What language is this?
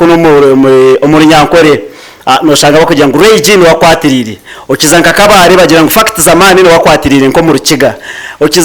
Nyankole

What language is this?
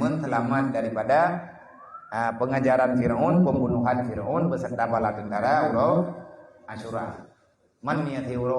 Achinese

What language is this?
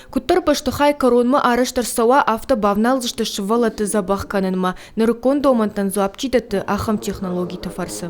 Ossetic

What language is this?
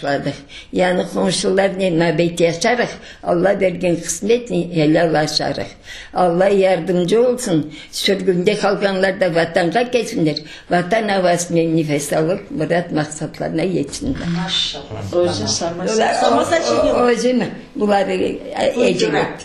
Crimean Tatar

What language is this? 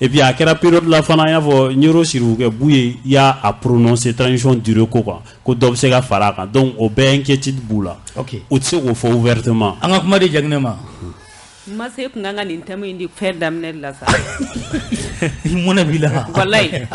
Bambara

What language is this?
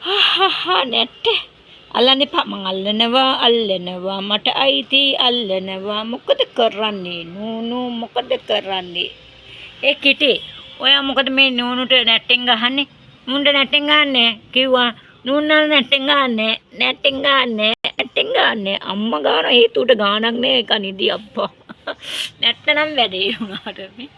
Sinhala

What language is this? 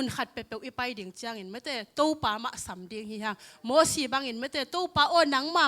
Tedim Chin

